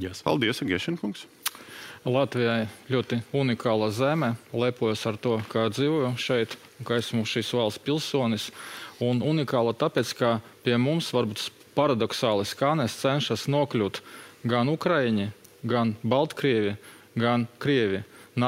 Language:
Latvian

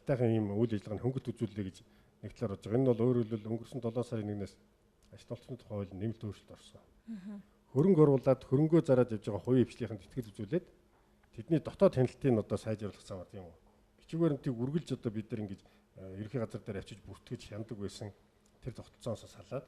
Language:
Mongolian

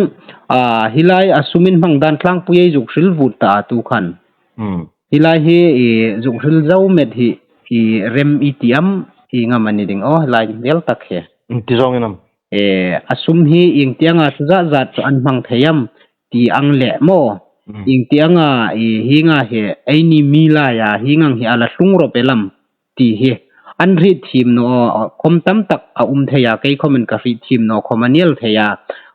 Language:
Hmar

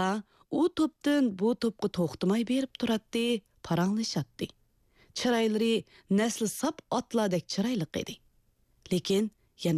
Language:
Uyghur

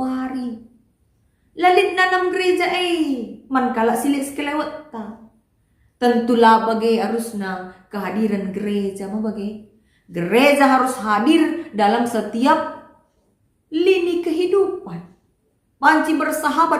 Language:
Batak Karo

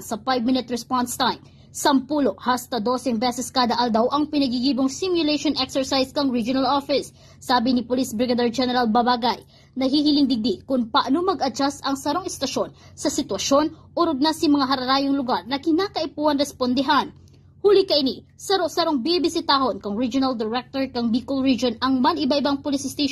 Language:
Bikol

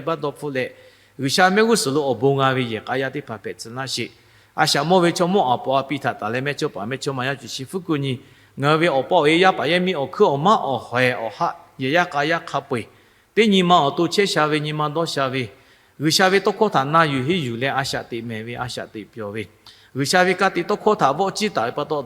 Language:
Lahu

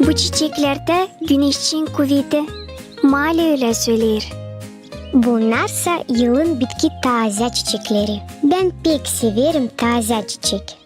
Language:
Gagauz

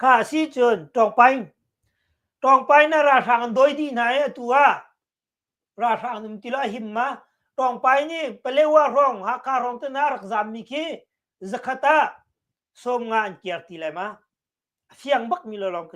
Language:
Hakha Chin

